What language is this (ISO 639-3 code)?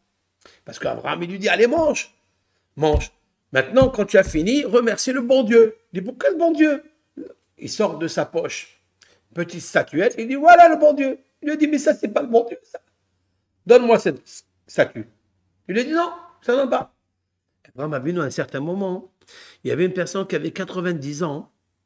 fra